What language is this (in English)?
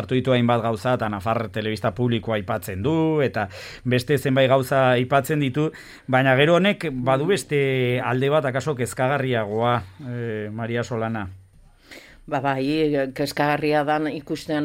Basque